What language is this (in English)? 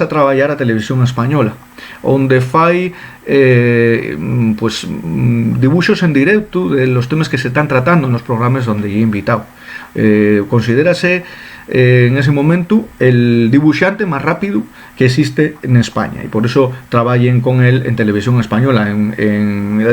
Asturian